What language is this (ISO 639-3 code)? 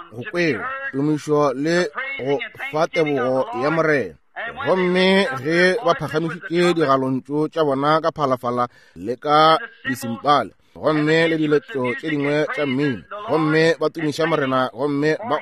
nso